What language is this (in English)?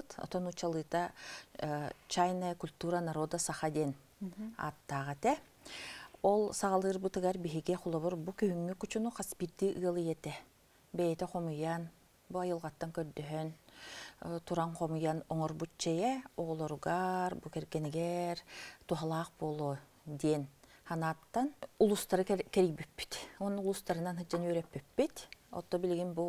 Yakut